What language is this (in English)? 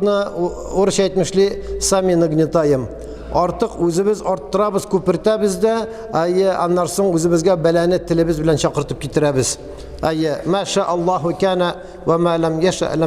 Tatar